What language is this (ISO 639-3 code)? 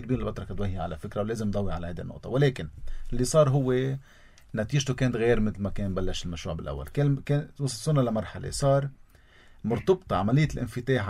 apc